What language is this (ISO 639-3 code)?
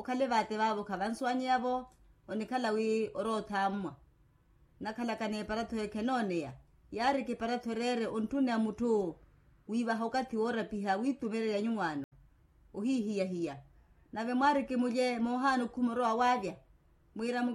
vmw